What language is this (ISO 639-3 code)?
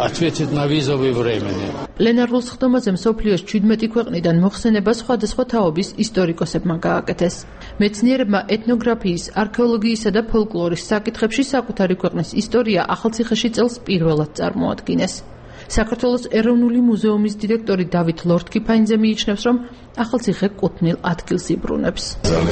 kat